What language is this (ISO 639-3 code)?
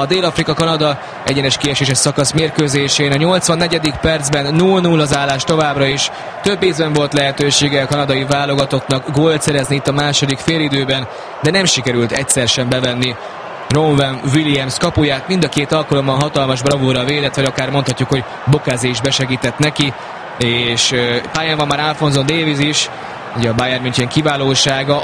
hun